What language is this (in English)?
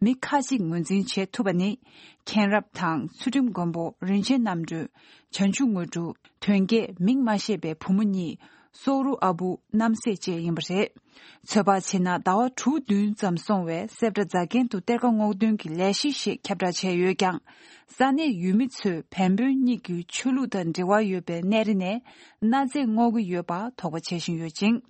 Tibetan